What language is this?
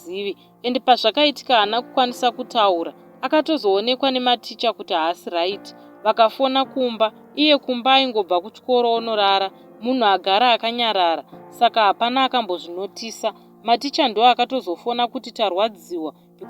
Shona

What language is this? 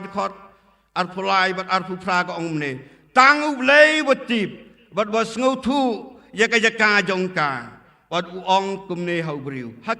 Khasi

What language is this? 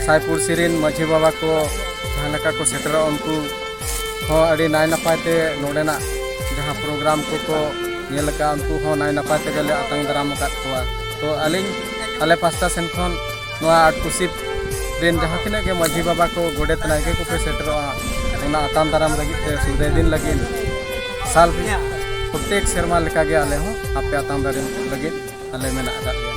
Santali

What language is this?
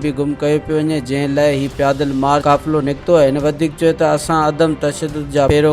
Sindhi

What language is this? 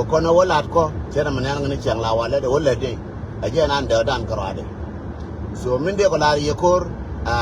Nuer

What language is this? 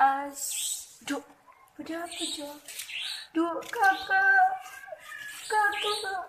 Madurese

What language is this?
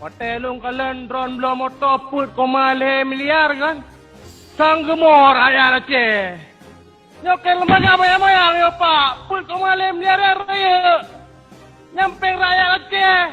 Achinese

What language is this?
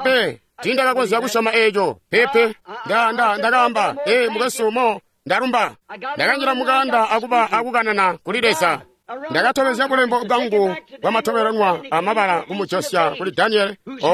Tonga (Zambia)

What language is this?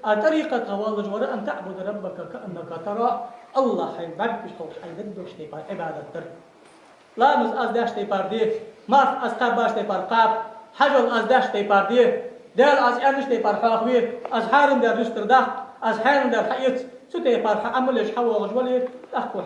Ingush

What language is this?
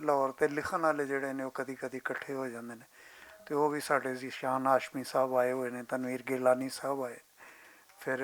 Western Panjabi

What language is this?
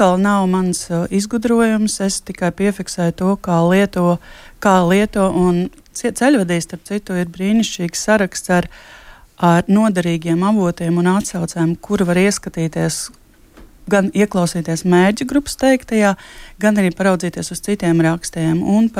Latvian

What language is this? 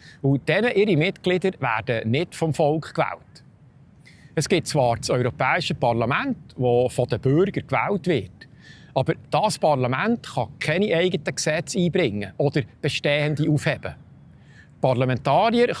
Swiss German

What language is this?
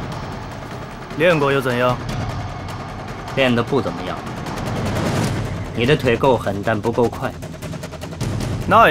Chinese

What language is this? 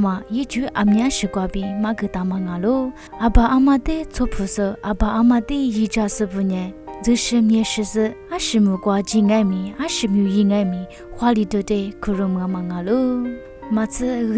Lisu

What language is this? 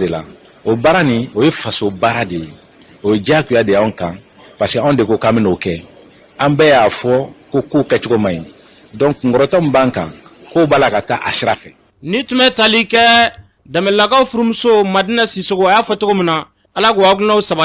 Bambara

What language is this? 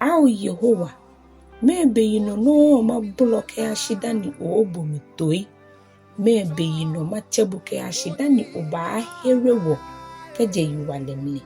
Ga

